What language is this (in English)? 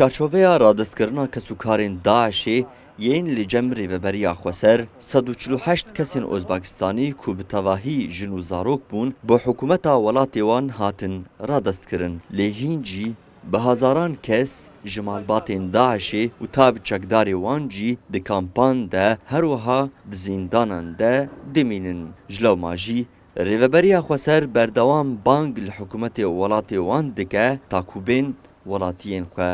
Kurdish